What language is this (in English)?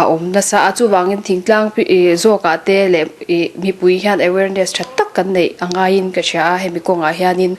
Mizo